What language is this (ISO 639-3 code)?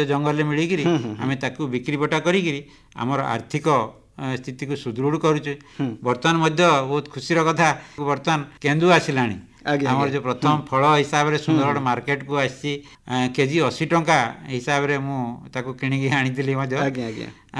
ori